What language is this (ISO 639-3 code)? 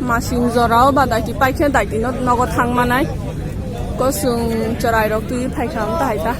trp